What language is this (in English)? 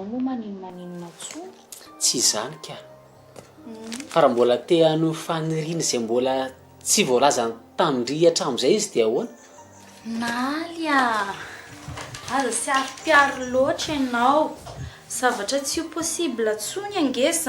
Malagasy